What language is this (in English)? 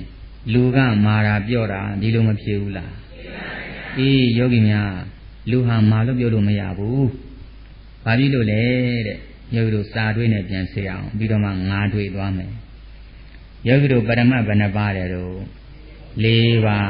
Burmese